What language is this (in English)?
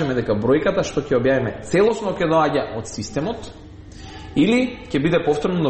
Macedonian